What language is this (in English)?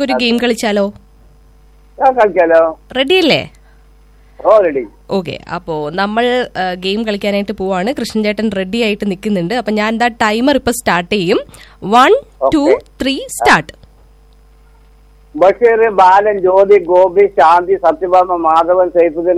Malayalam